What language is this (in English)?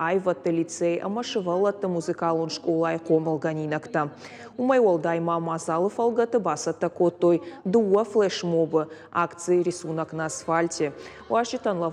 Ossetic